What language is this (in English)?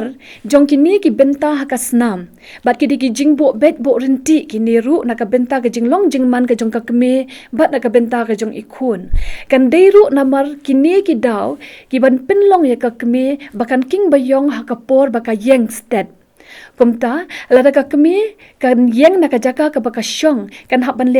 Khasi